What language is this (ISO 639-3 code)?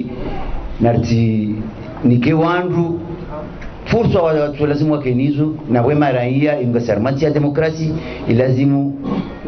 zdj